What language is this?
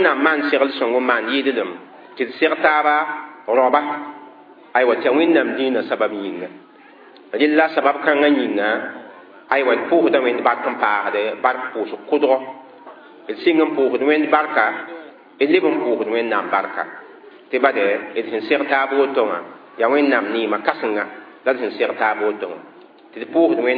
Mossi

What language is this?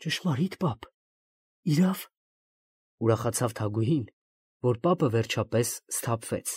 Armenian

